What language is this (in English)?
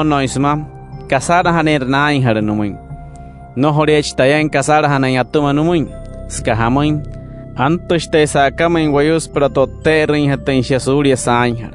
Wayuu